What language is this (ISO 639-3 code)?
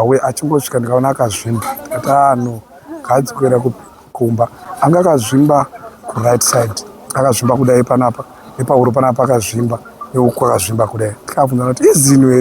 sna